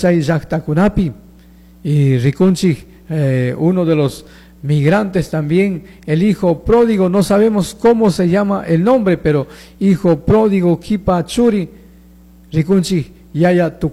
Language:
Chimborazo Highland Quichua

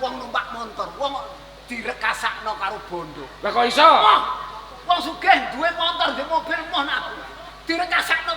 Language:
Javanese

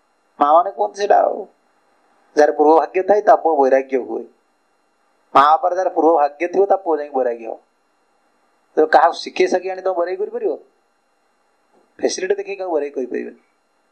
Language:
Odia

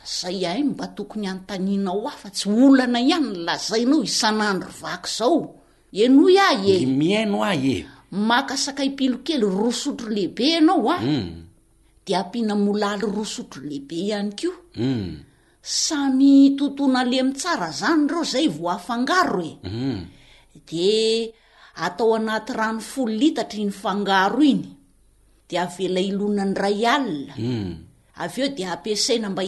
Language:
Malagasy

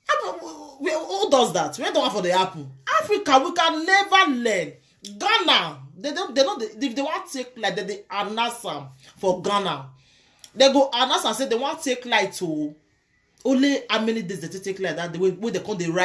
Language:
Nigerian Pidgin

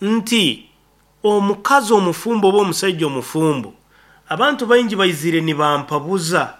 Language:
Nyoro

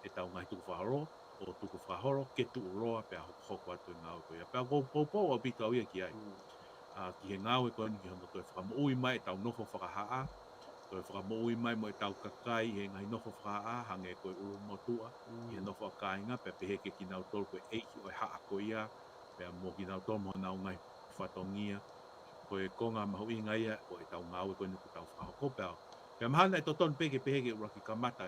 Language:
Tongan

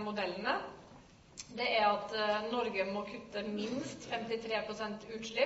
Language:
Norwegian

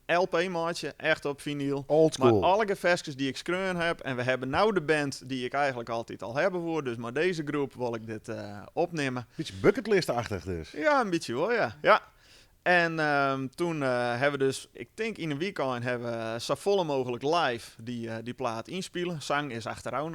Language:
Western Frisian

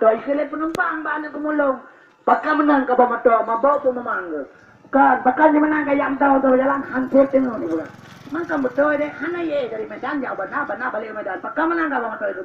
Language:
Achinese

